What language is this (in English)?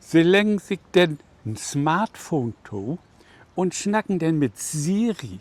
Low German